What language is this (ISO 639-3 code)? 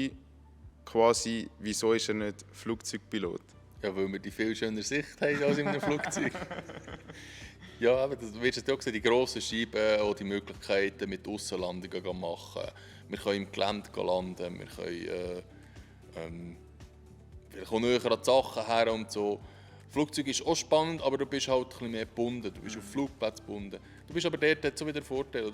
gsw